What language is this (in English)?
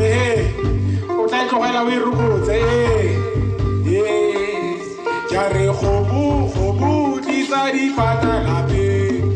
Tswana